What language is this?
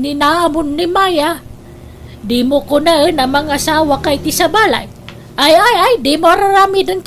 Iloko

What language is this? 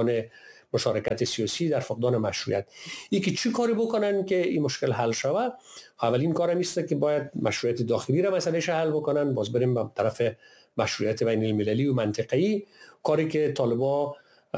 Persian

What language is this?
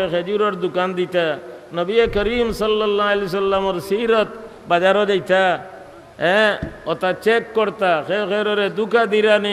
Sylheti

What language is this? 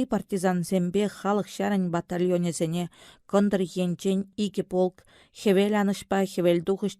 Chuvash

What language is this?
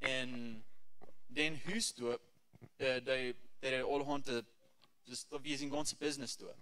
Plautdietsch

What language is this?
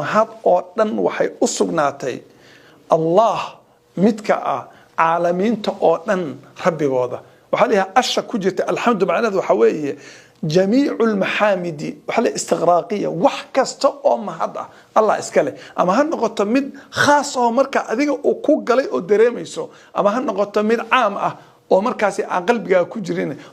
Somali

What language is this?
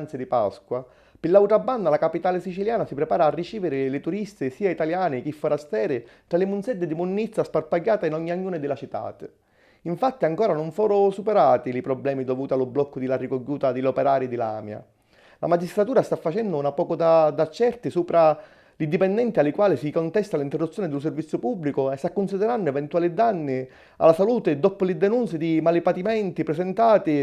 Sicilian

